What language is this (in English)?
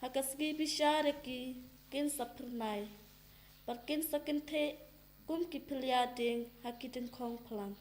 Khasi